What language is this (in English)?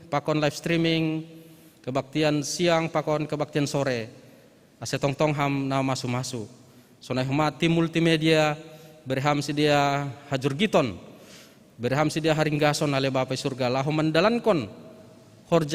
Batak Simalungun